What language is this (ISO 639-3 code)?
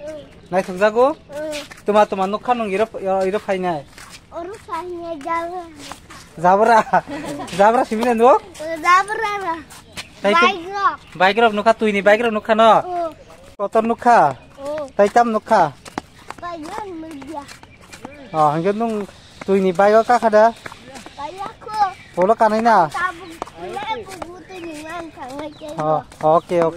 trp